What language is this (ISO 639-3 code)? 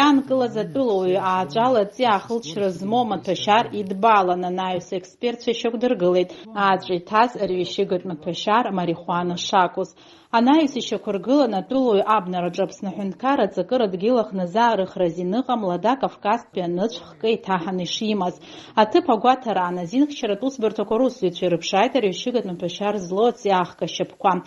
abk